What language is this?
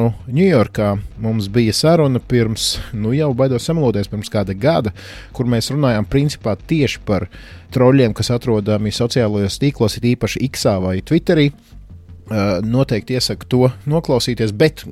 Latvian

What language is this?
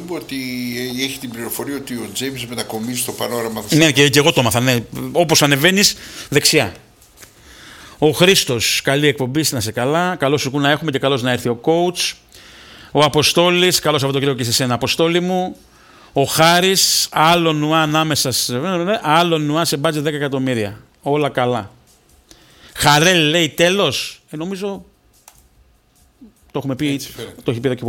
Greek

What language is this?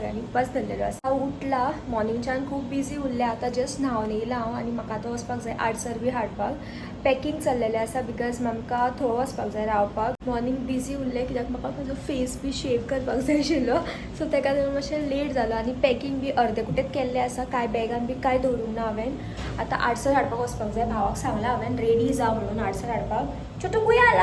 Konkani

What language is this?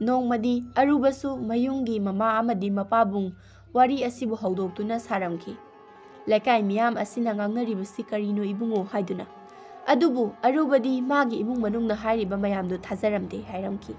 Manipuri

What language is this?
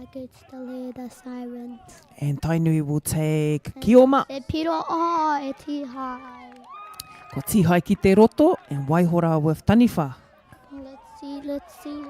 Māori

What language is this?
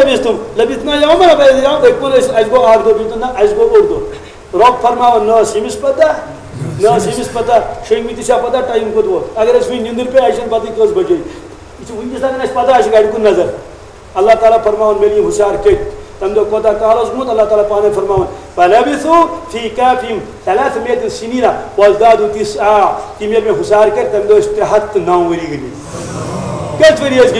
Kashmiri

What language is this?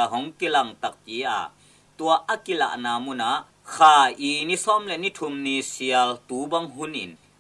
Tedim Chin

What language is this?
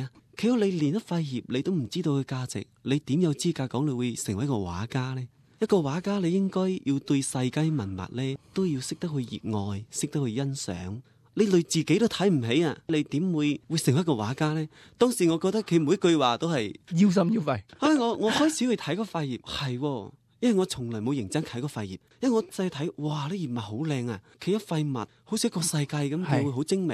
Cantonese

